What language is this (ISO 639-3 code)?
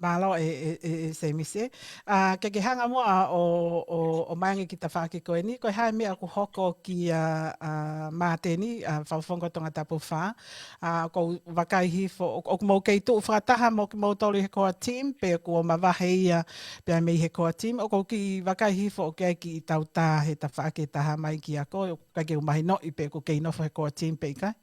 ton